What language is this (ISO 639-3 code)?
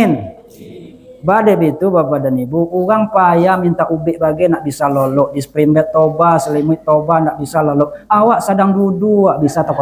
min